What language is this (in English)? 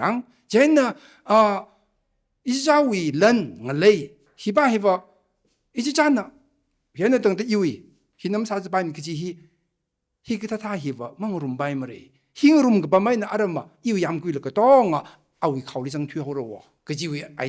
Tangkhul Naga (India)